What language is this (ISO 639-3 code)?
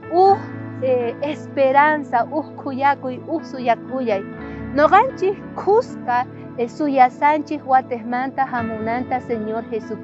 quh